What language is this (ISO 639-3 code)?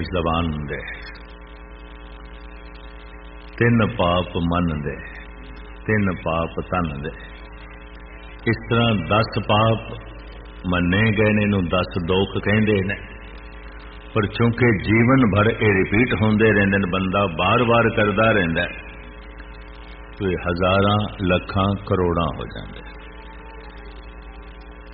pan